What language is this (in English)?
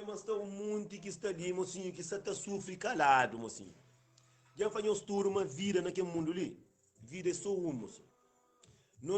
Kabuverdianu